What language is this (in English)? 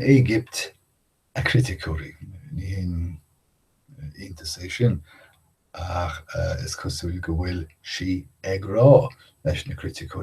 Irish